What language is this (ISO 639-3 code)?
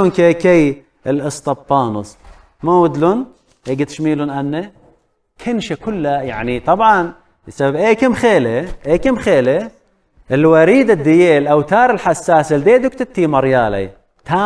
aii